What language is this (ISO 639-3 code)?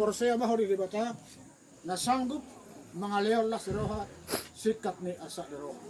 bbc